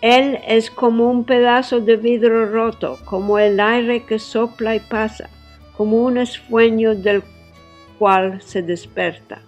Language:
Ladino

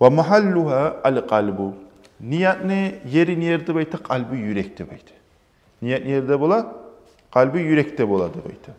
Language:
Kumyk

